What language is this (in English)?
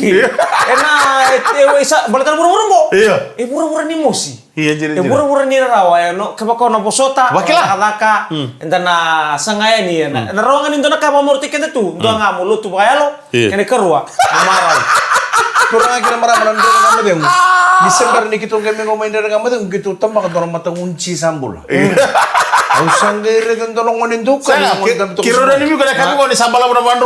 Fijian